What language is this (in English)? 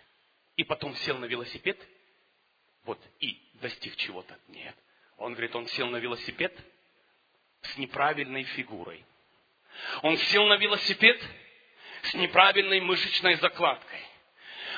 Russian